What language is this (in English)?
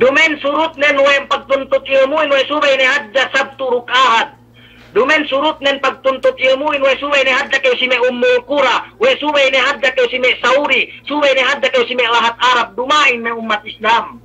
Yakan